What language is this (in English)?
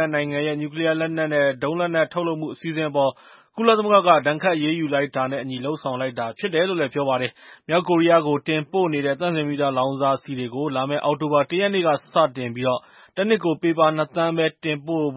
Burmese